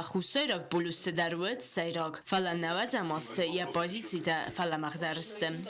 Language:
Ossetic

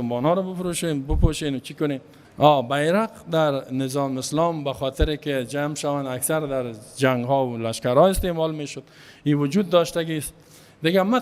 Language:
Persian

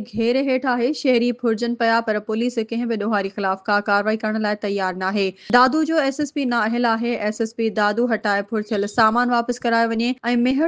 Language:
Sindhi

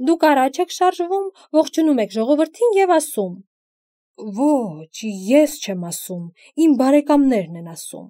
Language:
Armenian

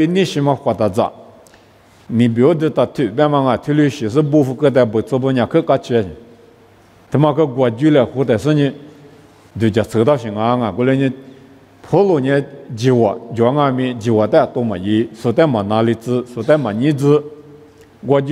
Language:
Lisu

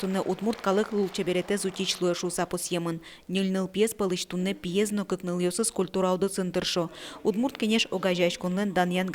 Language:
Udmurt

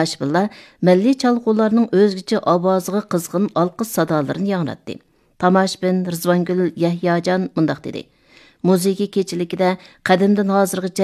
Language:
Uyghur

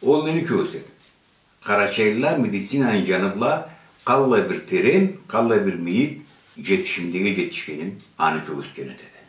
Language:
Karachay-Balkar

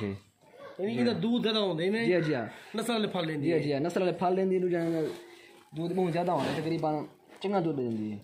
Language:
Saraiki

